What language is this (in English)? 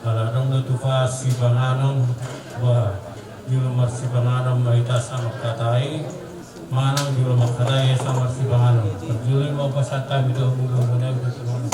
Batak Toba